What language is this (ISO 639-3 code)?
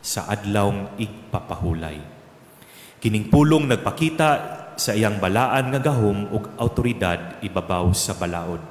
ceb